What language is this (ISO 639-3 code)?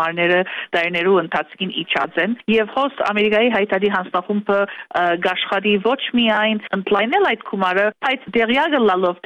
hye